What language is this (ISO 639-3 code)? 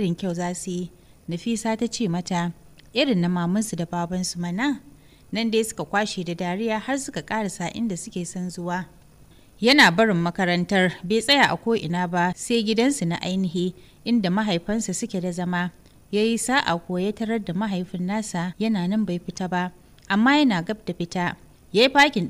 hau